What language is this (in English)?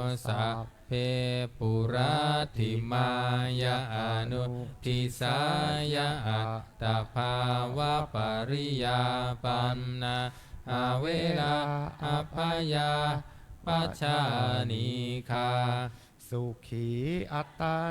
Pali